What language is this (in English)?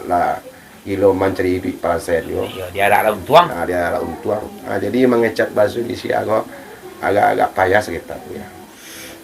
Minangkabau